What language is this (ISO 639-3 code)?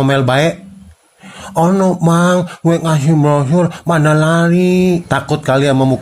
bew